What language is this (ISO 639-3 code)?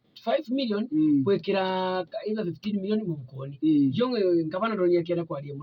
mer